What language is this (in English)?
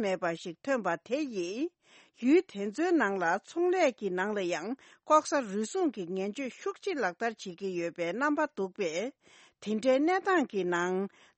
Tibetan